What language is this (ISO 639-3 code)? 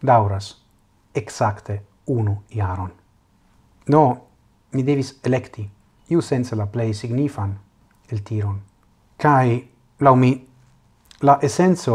epo